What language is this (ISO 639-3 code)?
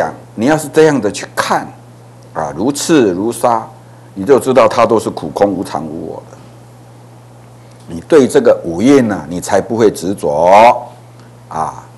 zho